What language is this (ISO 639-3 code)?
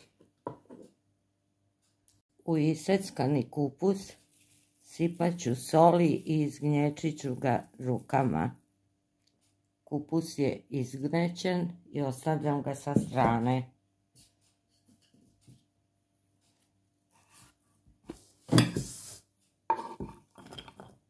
srp